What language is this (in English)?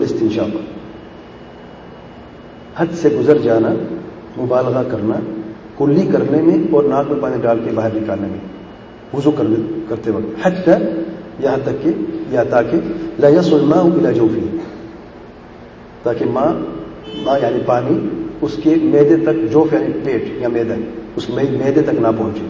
Urdu